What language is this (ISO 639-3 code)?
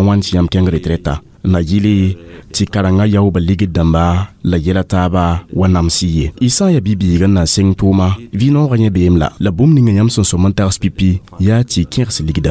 mos